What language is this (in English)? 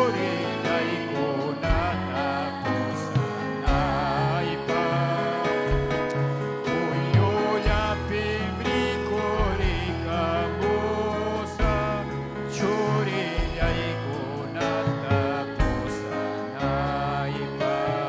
Ayacucho Quechua